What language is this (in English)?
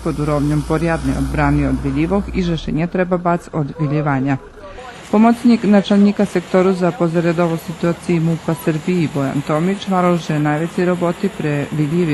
Rusyn